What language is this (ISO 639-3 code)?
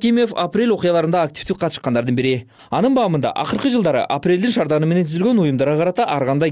kir